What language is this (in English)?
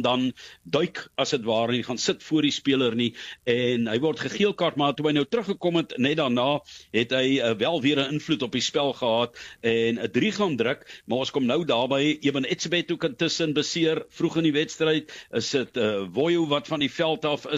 Afrikaans